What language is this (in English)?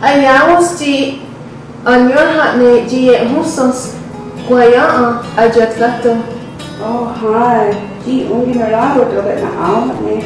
Mohawk